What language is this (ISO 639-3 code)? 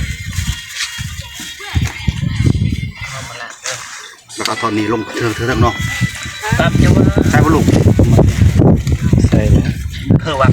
tts